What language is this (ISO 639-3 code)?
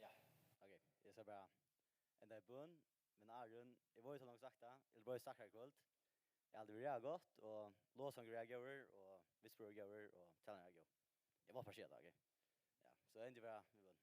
fao